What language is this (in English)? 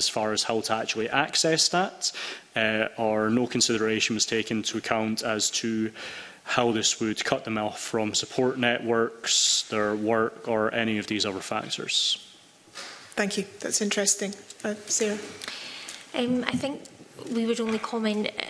English